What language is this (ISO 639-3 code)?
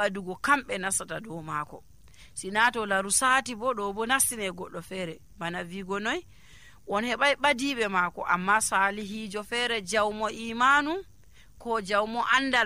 fuv